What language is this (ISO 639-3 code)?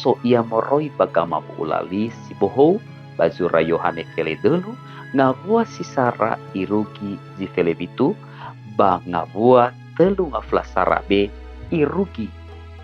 nia